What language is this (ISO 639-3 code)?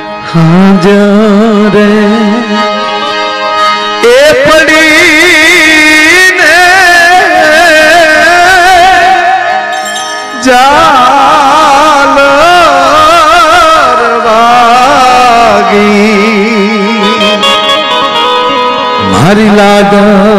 guj